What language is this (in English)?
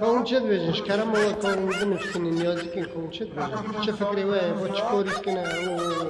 Kurdish